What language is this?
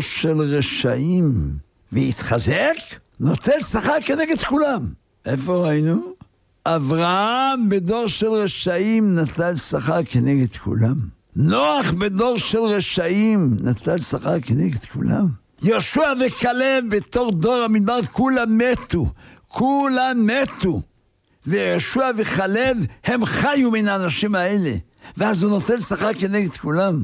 Hebrew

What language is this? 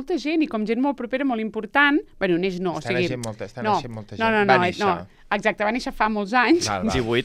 Catalan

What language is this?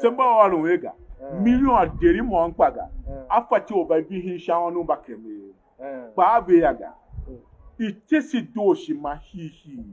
Tiv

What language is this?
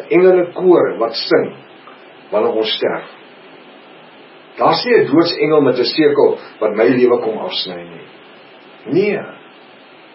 Afrikaans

